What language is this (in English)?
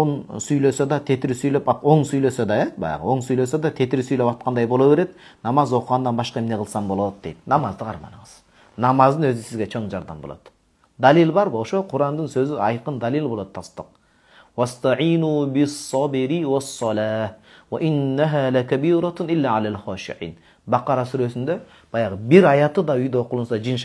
Kyrgyz